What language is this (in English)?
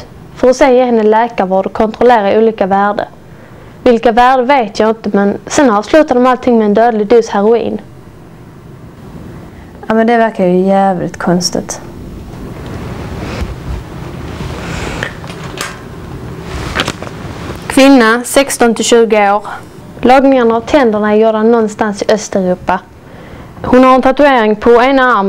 Swedish